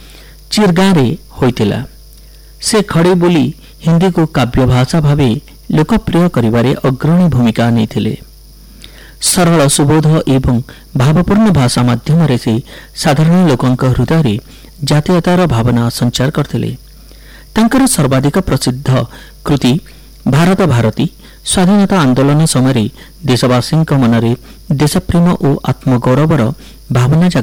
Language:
Odia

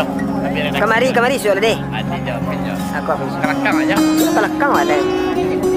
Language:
Minangkabau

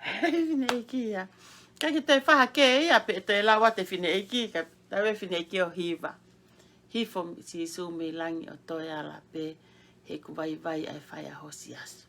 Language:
Tongan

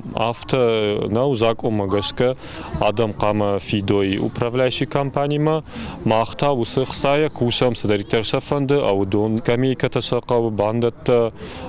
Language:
Ossetic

